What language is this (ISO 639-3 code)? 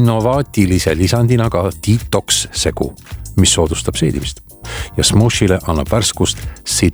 est